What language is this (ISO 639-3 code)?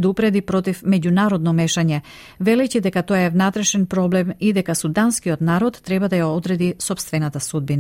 mkd